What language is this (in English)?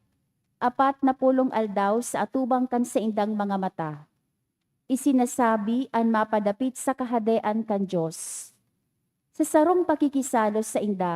Bikol